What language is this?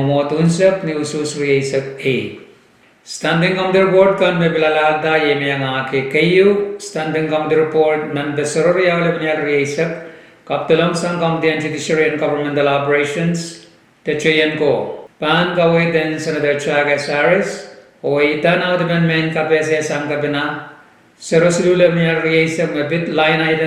Pohnpeian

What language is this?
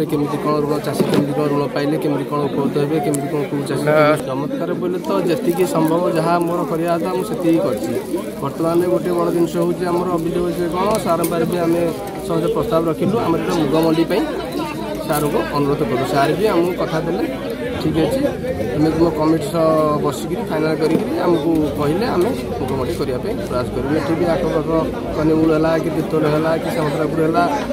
Odia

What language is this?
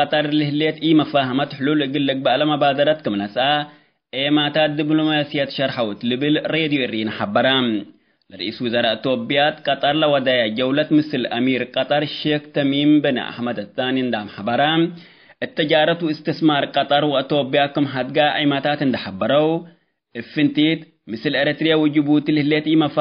Tigre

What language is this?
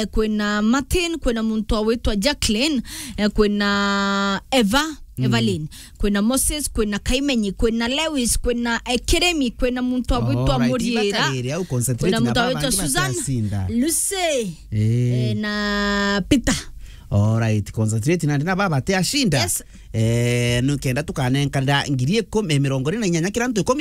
Meru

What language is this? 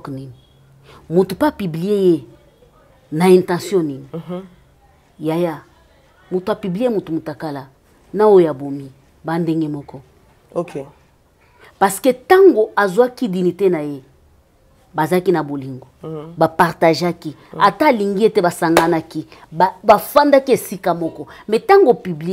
Lingala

